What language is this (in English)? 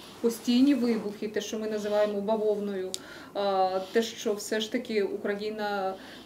Ukrainian